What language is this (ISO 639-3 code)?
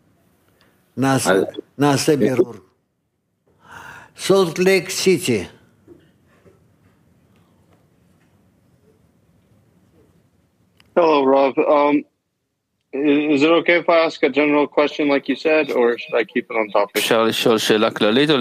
heb